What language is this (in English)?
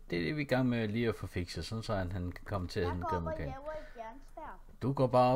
Danish